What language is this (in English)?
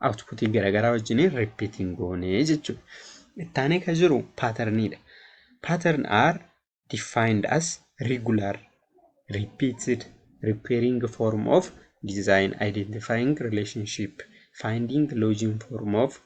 Oromo